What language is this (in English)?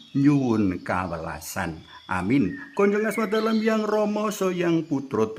Javanese